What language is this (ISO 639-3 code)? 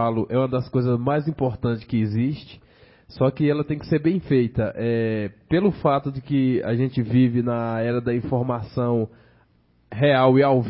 por